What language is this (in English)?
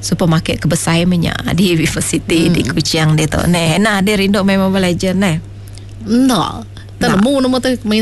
Iban